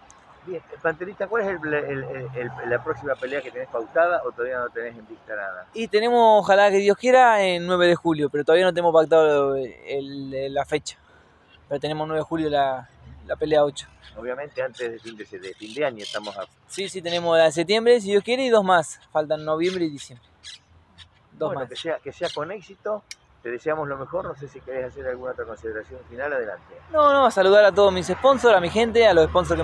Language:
Spanish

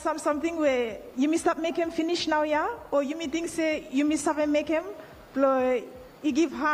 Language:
Bislama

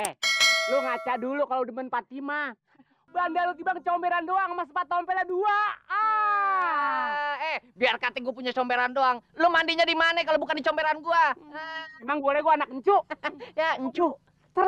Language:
Betawi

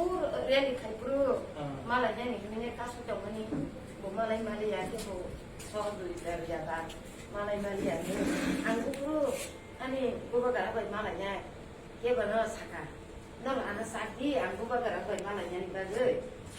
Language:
Kok Borok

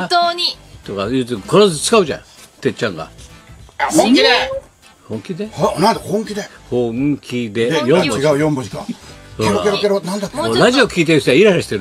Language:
Japanese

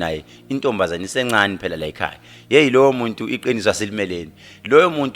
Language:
Zulu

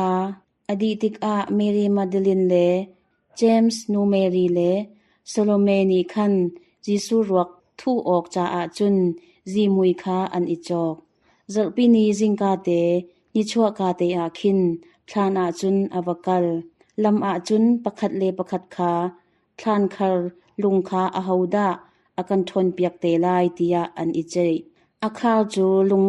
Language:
Hakha Chin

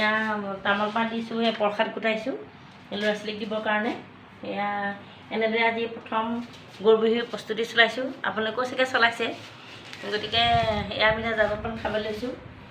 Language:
Assamese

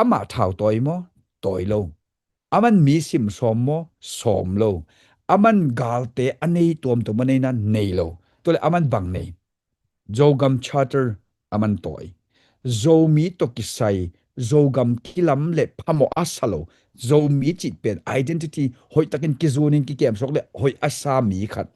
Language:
Tedim Chin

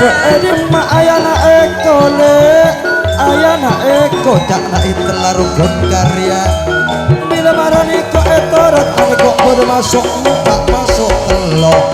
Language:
Madurese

